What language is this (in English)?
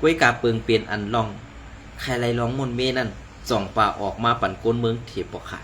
Shan